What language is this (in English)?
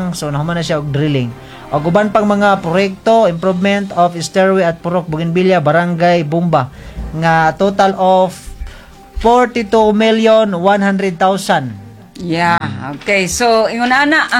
Cebuano